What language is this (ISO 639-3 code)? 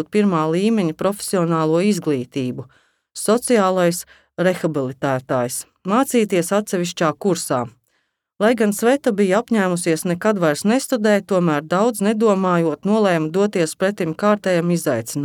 lav